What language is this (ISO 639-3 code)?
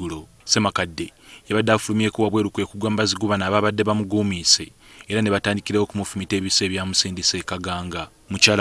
lug